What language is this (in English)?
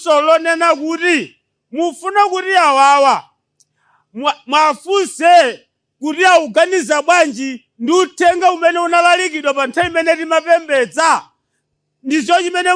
Nyanja